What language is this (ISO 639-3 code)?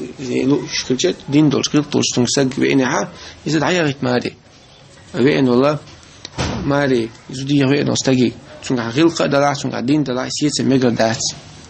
che